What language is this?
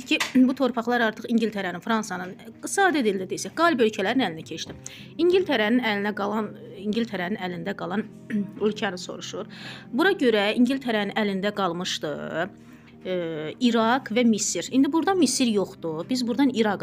Azerbaijani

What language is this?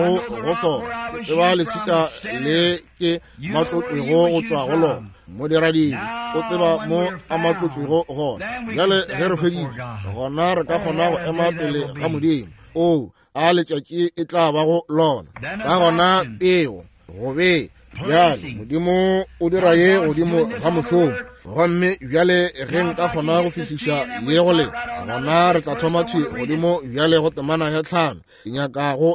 Northern Sotho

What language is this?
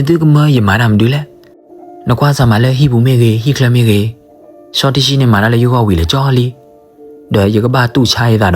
S'gaw Karen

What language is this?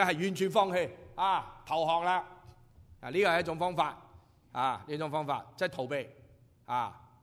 Cantonese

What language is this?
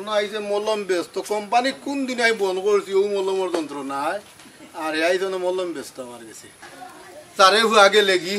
Sylheti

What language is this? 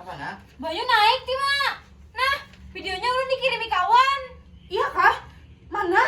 Banjar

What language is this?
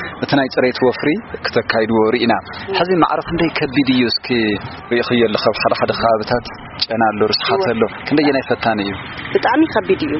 Tigrinya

